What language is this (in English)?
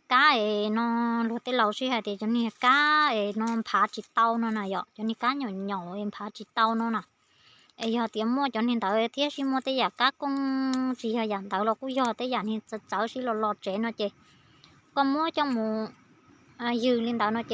Hmong